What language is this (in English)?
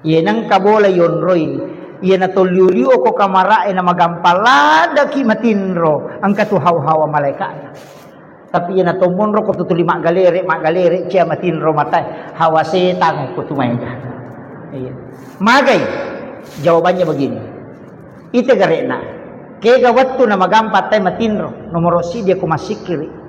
Buginese